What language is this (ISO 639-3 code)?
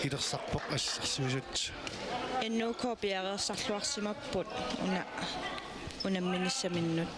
kal